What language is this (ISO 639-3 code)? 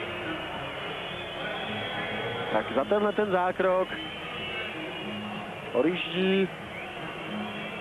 ces